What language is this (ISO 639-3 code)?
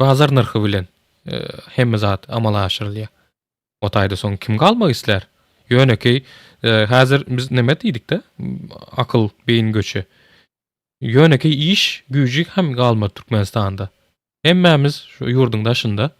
tuk